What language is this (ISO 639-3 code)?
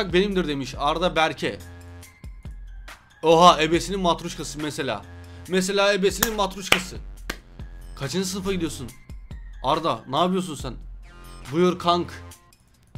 tur